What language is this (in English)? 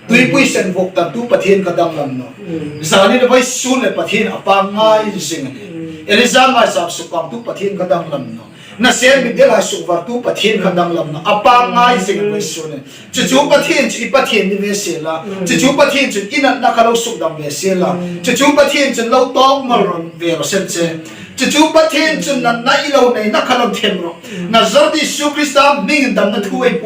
Hmar